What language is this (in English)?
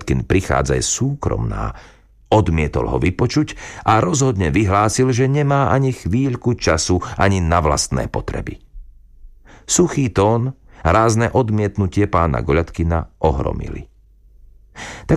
Slovak